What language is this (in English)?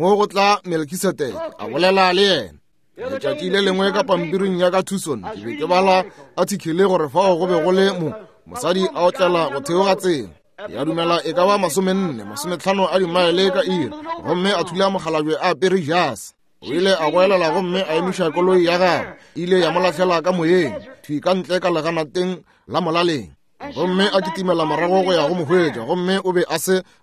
Northern Sotho